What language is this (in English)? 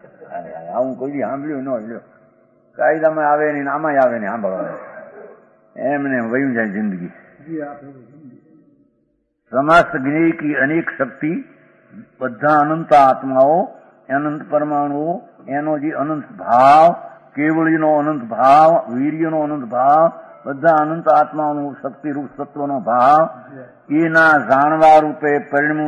Gujarati